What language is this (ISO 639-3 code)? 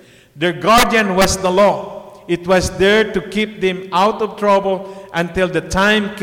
eng